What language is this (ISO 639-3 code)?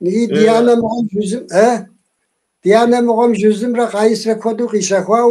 kbd